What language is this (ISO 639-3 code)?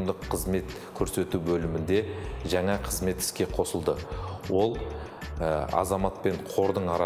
kaz